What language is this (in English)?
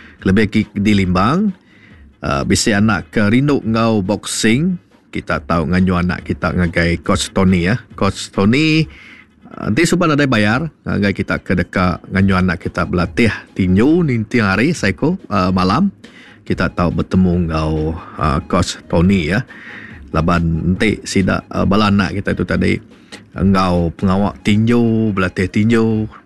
Iban